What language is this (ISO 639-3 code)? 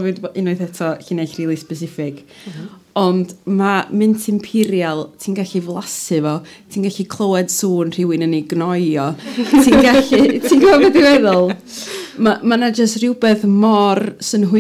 cym